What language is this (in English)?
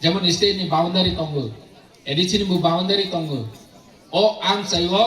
Kok Borok